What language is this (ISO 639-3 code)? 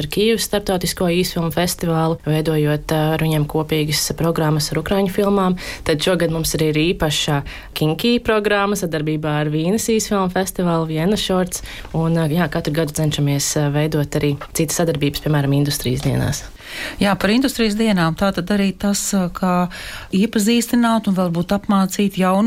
lav